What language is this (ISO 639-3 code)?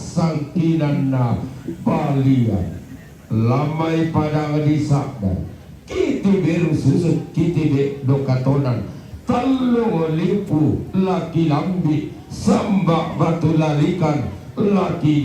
sda